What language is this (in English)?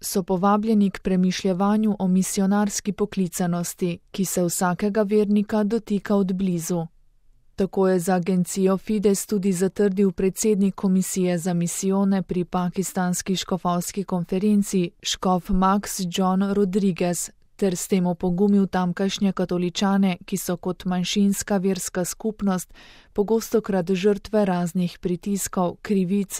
Slovenian